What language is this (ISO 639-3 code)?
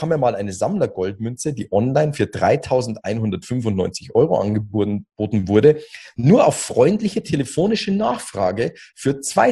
deu